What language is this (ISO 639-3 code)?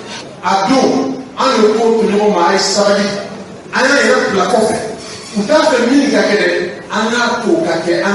bam